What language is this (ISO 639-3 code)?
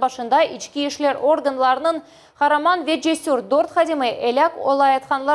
crh